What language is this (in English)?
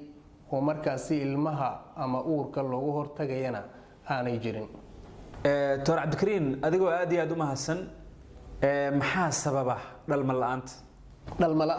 Somali